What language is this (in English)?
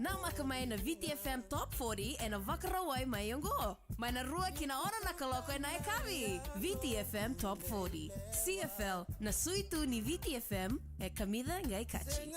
Fijian